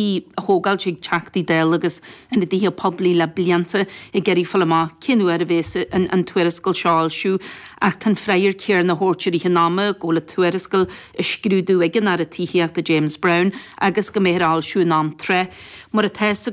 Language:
Irish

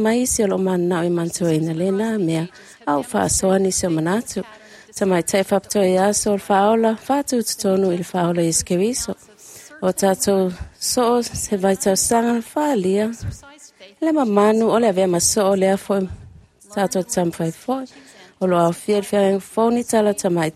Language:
Samoan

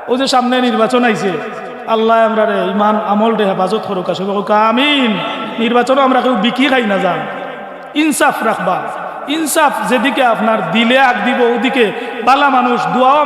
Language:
Sylheti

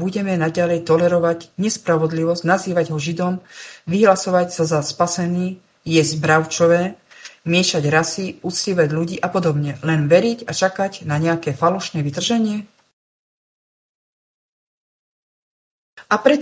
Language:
Slovak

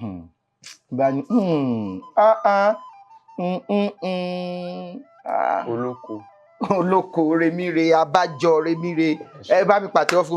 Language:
Yoruba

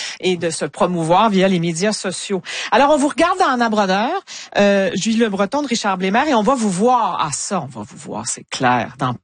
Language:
French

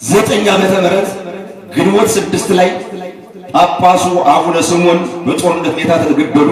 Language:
Amharic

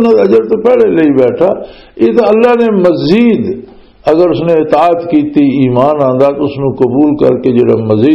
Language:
Western Panjabi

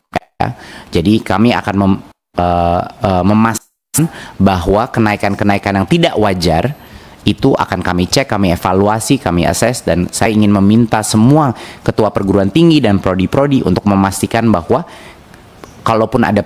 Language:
Indonesian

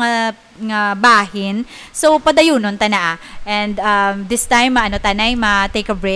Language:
Hiligaynon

